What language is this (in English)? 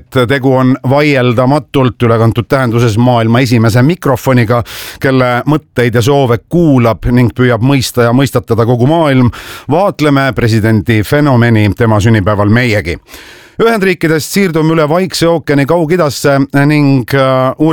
Estonian